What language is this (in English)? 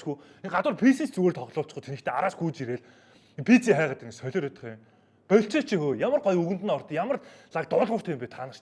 Mongolian